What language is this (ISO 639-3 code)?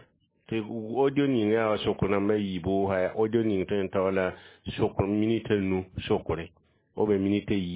mos